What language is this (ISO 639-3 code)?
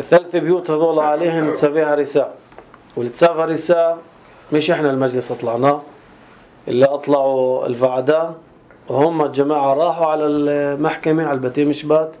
apc